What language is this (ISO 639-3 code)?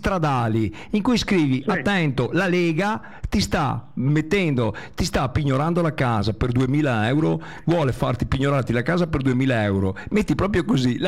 ita